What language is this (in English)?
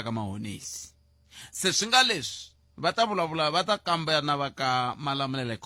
Tsonga